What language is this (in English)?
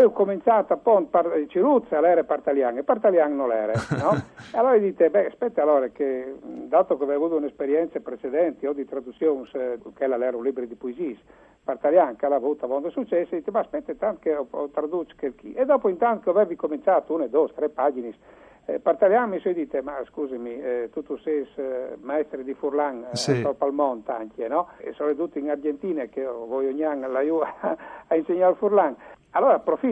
Friulian